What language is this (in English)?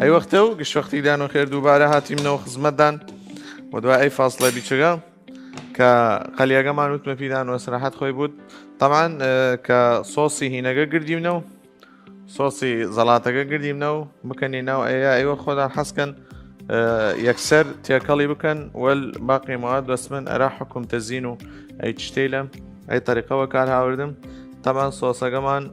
Southern Kurdish